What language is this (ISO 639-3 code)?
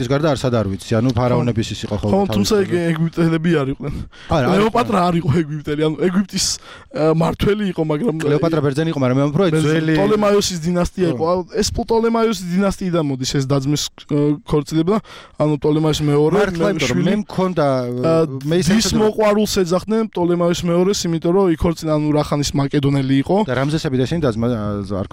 kat